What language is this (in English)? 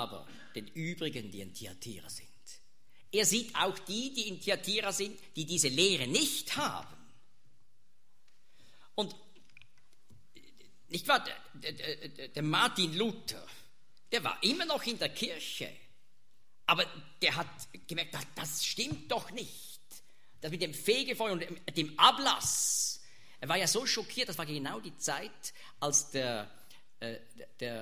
German